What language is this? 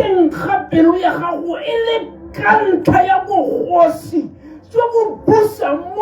Tswana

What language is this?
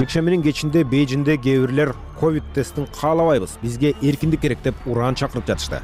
Kyrgyz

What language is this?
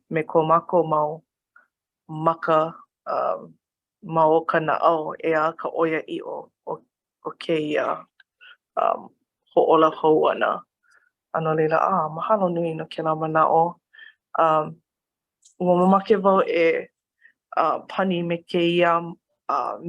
Hawaiian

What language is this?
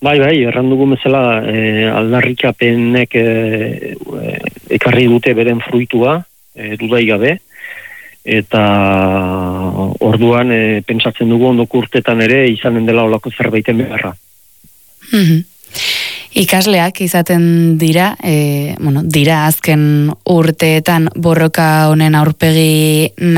Basque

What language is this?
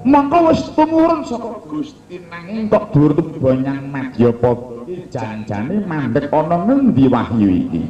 Javanese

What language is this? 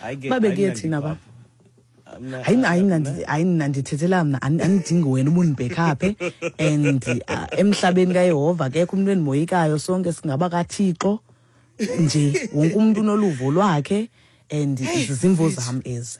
Xhosa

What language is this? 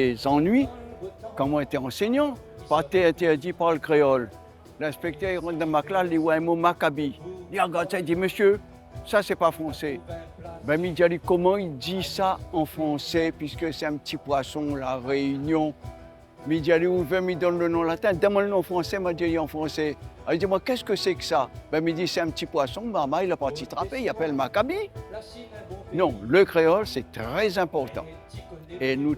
Réunion Creole French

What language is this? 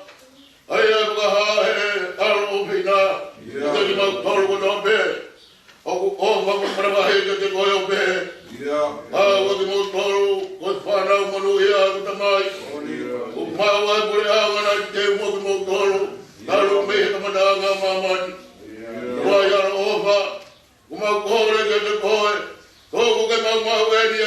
Tongan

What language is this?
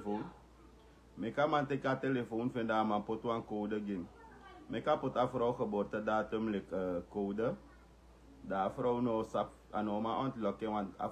Sranan Tongo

